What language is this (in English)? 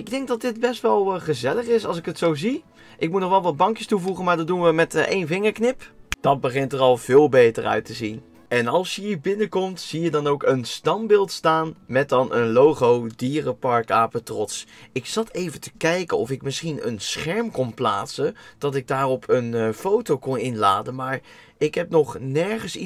Dutch